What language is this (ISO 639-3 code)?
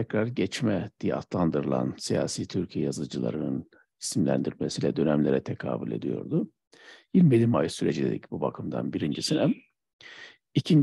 tur